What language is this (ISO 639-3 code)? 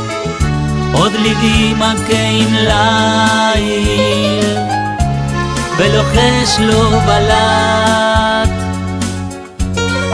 heb